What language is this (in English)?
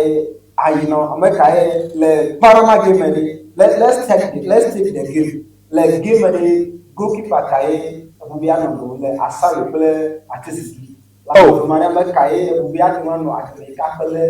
Ewe